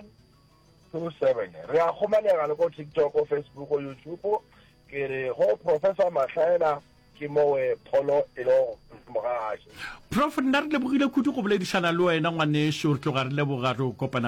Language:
Northern Sotho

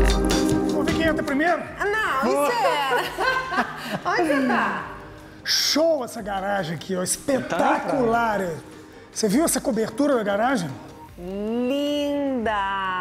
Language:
Portuguese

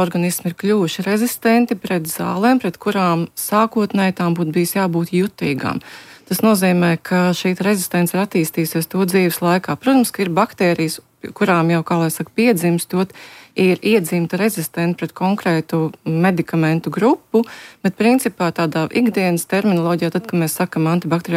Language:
Latvian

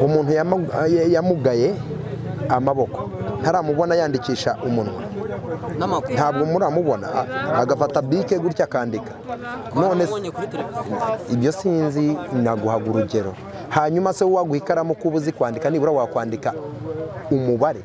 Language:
Kinyarwanda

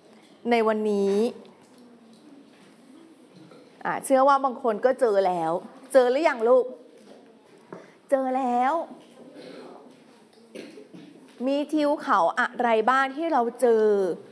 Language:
Thai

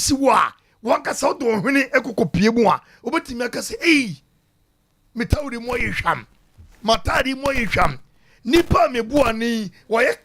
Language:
Akan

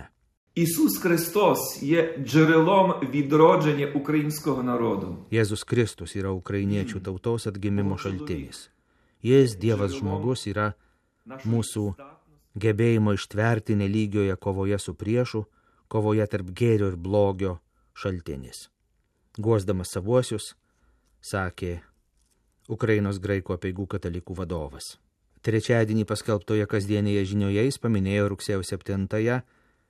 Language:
Lithuanian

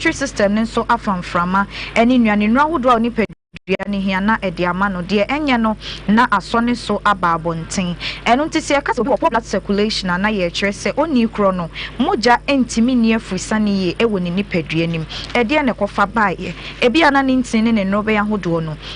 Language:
Akan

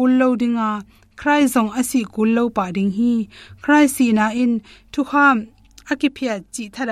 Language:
Tedim Chin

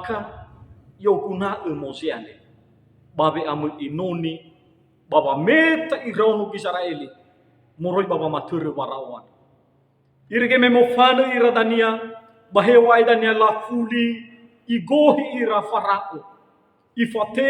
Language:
Nias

